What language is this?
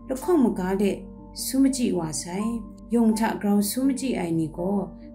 Kachin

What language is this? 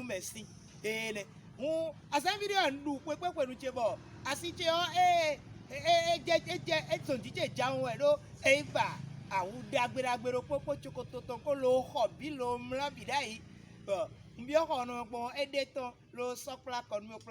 Fon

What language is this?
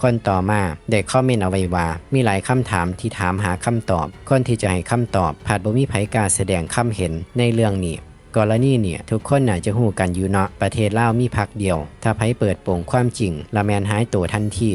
Lao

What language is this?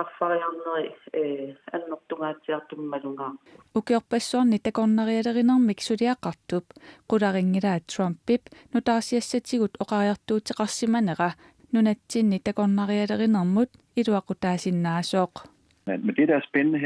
Kalaallisut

